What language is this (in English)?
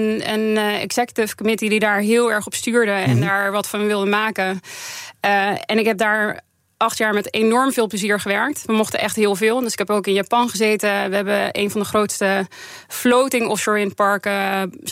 Dutch